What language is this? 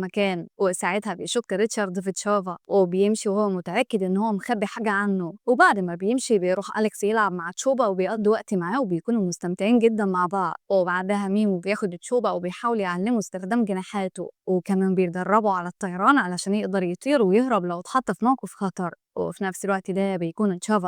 Egyptian Arabic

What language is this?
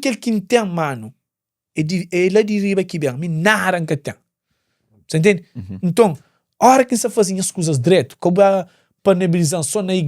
Kabuverdianu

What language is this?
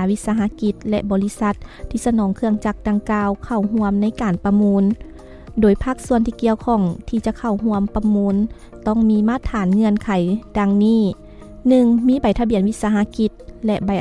Lao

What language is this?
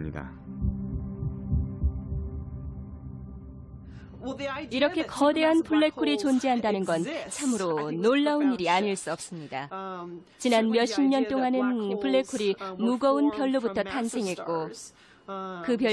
Korean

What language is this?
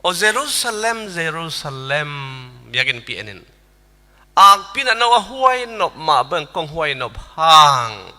Tedim Chin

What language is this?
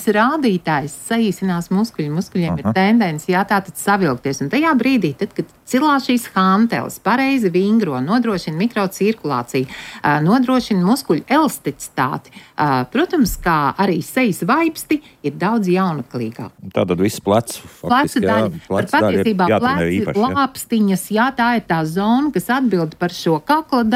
Latvian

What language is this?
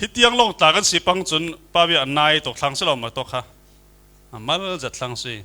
Falam Chin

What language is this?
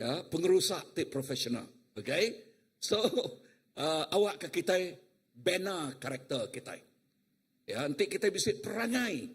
Iban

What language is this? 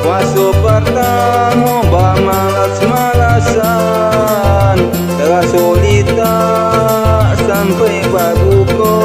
Minangkabau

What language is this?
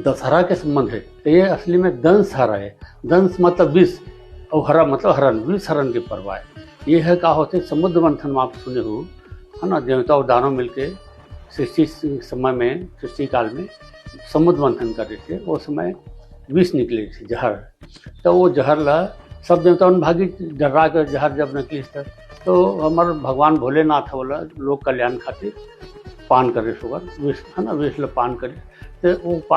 Chhattisgarhi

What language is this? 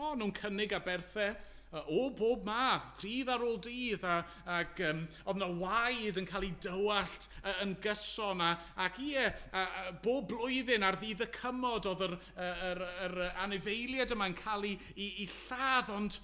Welsh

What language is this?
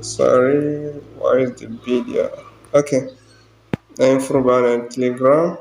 Zarma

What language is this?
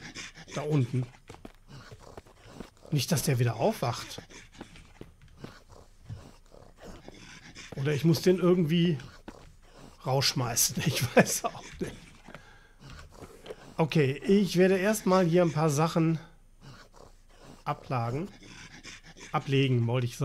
German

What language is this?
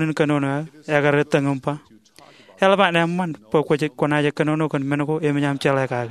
Marshallese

